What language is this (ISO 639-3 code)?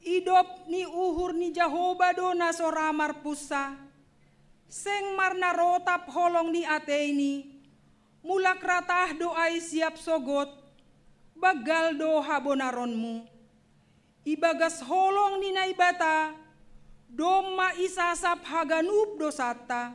bts